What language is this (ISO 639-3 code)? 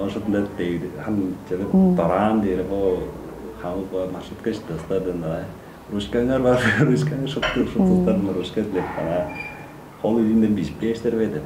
tyv